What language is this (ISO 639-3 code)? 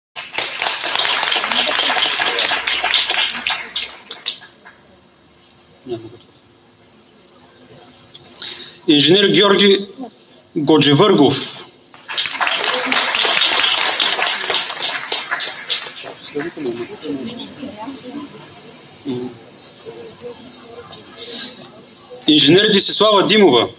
bul